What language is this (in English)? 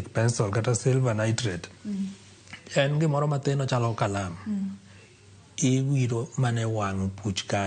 Luo (Kenya and Tanzania)